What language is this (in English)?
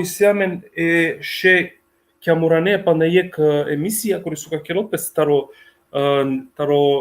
Balkan Romani